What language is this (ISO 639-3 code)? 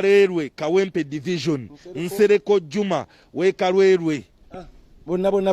lug